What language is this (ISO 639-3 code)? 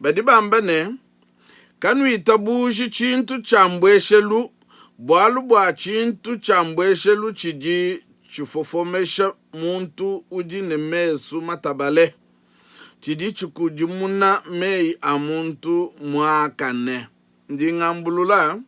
lua